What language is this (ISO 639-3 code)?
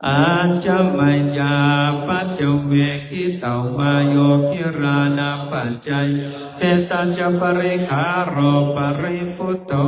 pli